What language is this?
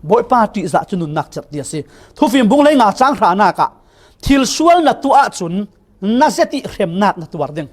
Falam Chin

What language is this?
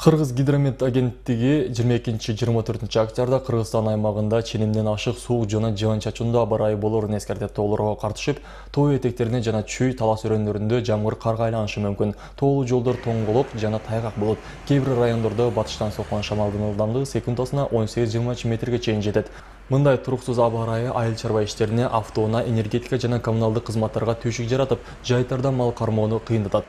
Kyrgyz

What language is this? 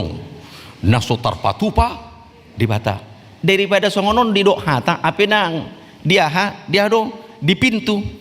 Batak Toba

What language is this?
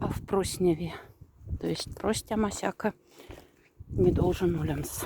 Moksha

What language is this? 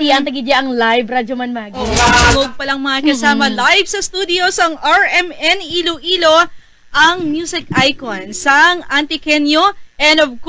Hiligaynon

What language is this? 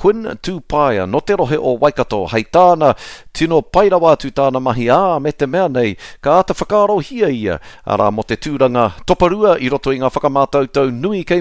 Māori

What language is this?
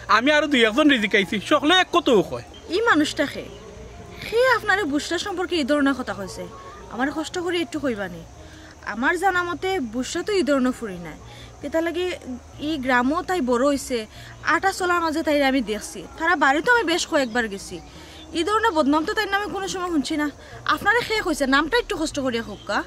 Sylheti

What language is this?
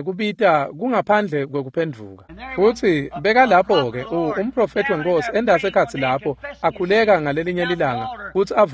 Swati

